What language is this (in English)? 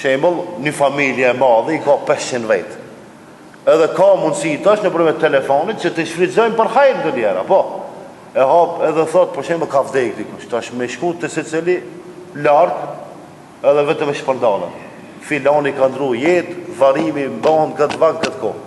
Albanian